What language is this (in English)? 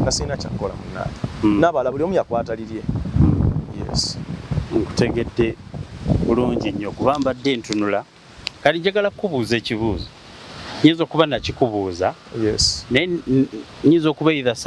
Ganda